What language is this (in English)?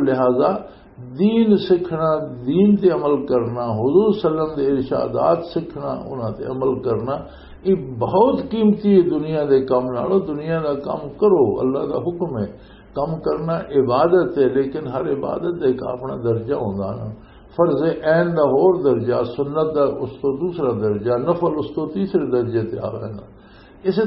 Western Panjabi